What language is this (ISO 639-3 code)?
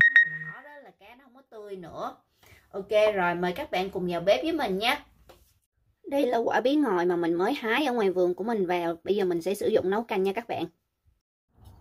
vie